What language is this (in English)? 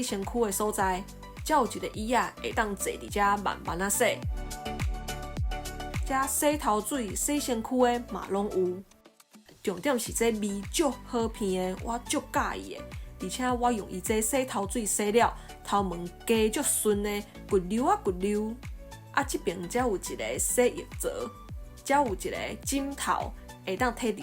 Min Nan Chinese